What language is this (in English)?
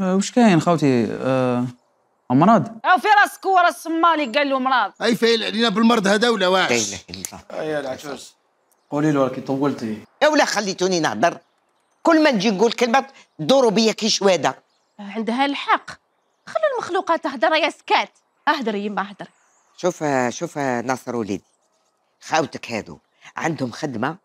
Algerian Arabic